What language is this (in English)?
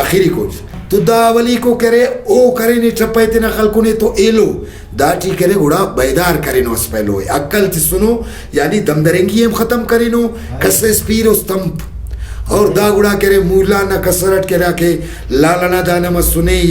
Brahui